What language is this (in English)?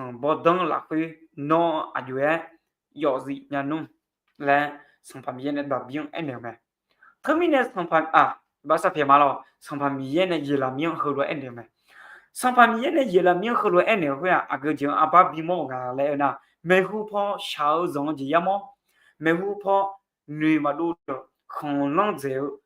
Akha